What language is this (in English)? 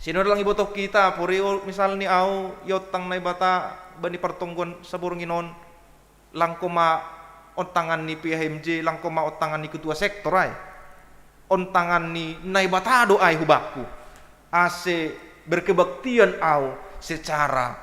Batak Simalungun